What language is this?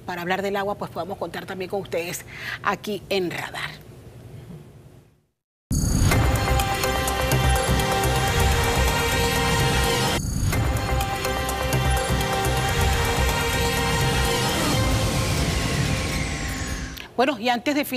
Spanish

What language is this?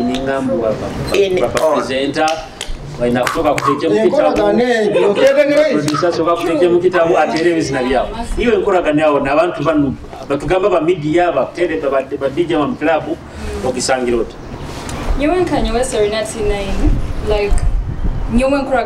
Nyoro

